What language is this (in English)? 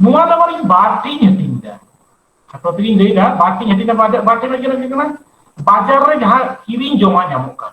Santali